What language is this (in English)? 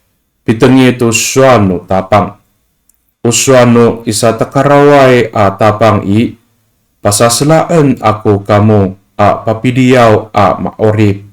Amis